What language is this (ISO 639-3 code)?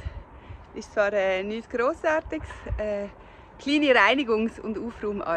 gsw